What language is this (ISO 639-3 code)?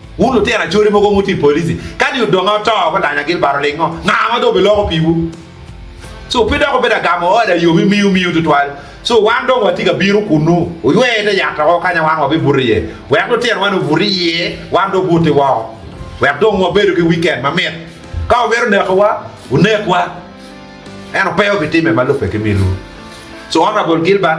ach